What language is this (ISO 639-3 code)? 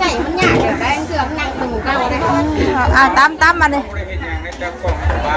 tts